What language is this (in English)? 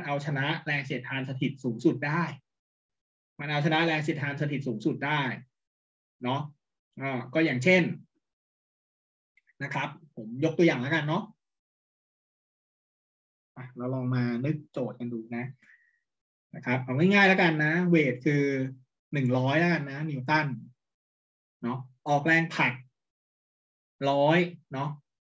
Thai